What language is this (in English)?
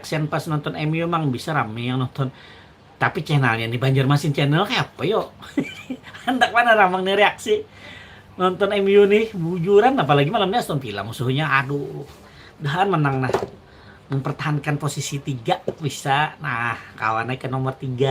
Banjar